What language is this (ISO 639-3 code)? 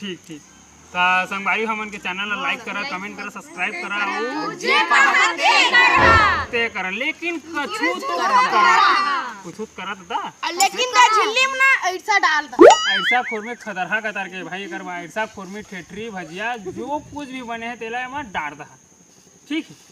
hne